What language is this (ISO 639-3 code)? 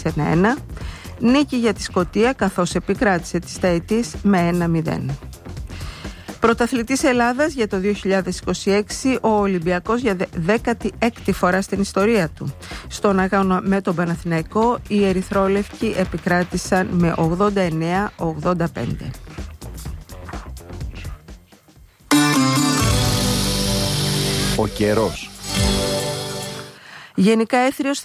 ell